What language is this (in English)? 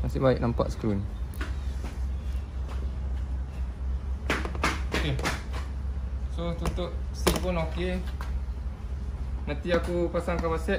Malay